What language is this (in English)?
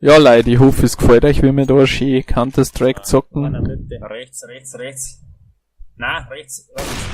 Bavarian